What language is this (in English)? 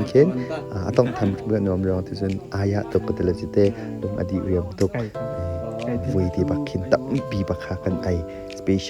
Hakha Chin